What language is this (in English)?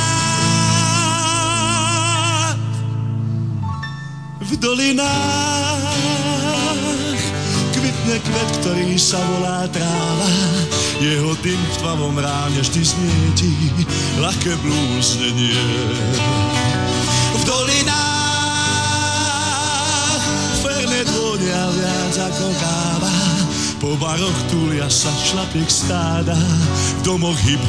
Slovak